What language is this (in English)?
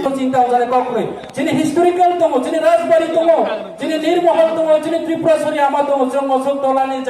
Riang (India)